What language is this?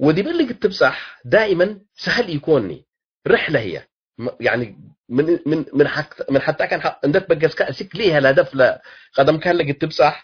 Tigre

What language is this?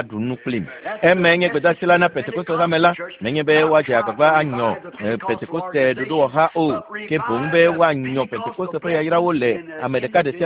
Ewe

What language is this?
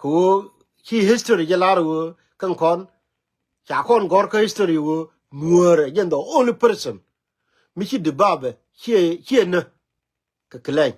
Nuer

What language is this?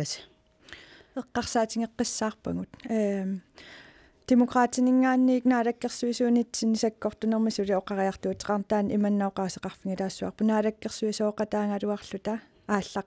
Kalaallisut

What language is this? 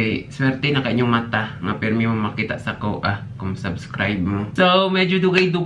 Cebuano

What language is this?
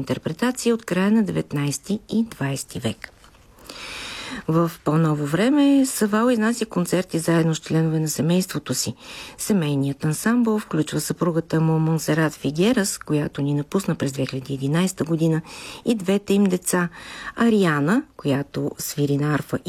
Bulgarian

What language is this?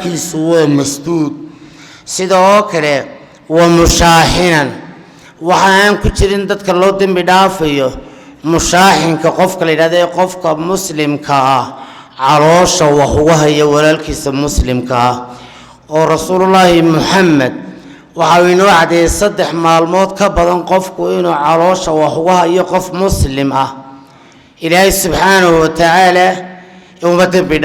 Somali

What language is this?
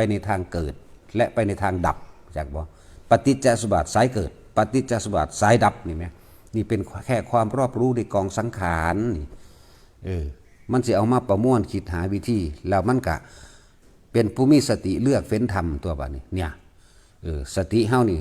Northeastern Thai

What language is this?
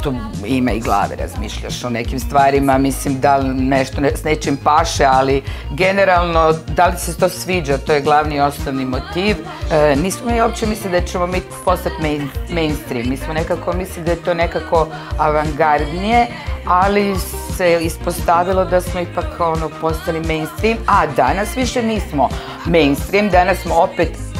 Croatian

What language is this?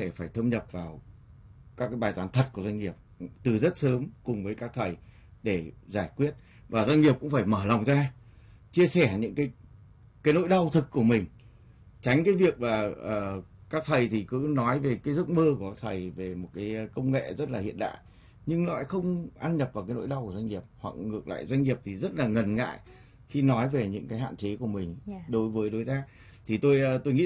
Vietnamese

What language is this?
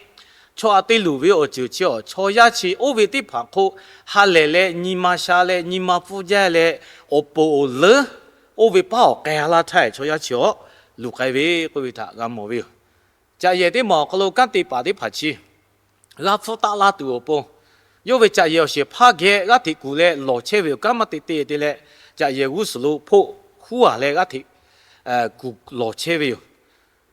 Lahu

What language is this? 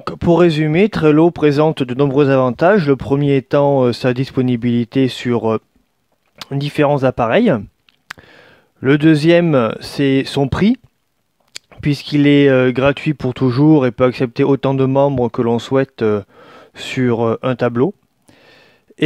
French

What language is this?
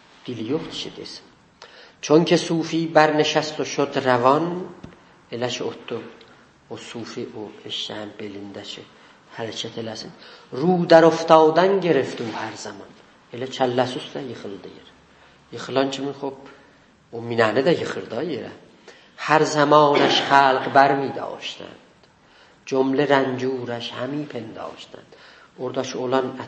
South Azerbaijani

